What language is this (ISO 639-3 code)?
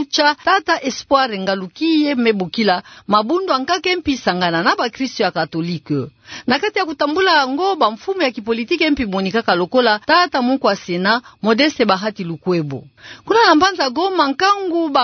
ktu